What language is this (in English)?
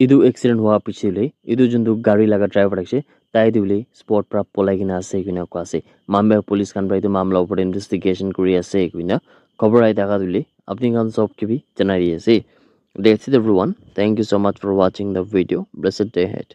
Naga Pidgin